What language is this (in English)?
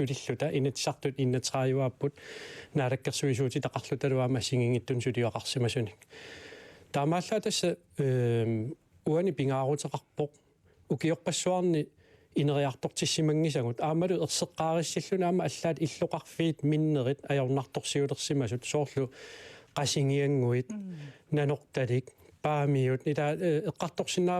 Kalaallisut